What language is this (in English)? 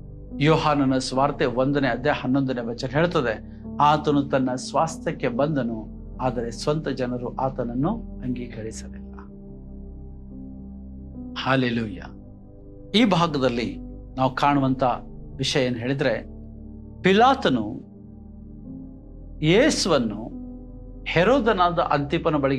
Kannada